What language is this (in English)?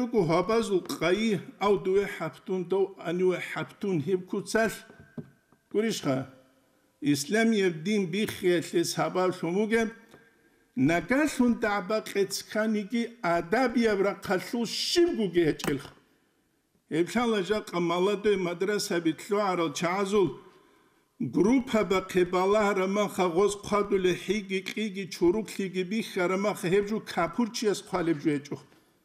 Avaric